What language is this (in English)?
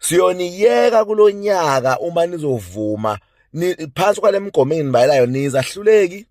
Zulu